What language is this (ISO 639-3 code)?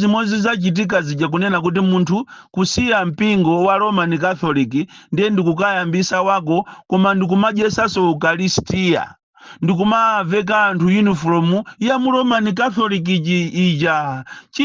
nya